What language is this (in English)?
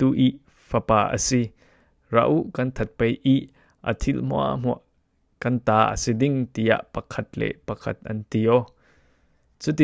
Falam Chin